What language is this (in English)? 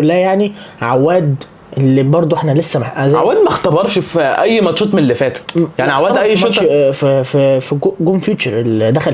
Egyptian Arabic